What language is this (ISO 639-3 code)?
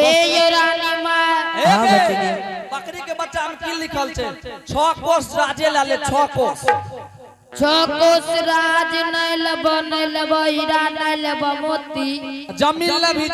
anp